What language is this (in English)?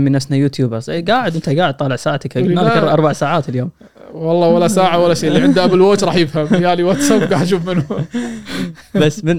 Gulf Arabic